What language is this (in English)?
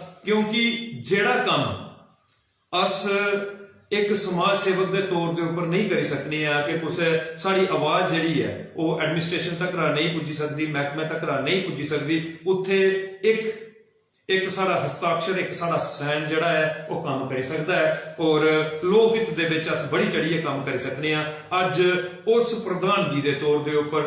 Dogri